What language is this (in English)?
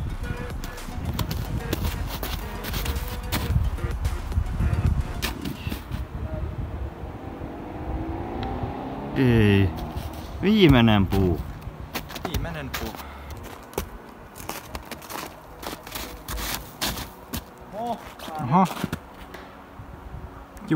Finnish